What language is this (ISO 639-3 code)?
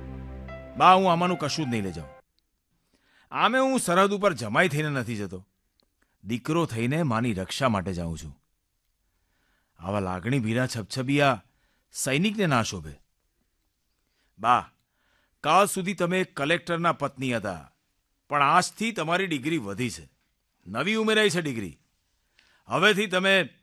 guj